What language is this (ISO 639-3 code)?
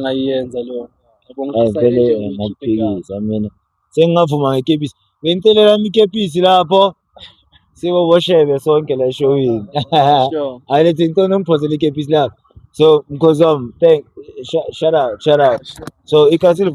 zul